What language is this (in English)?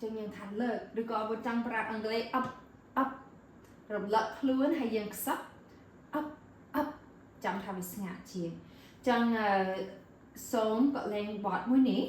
Khmer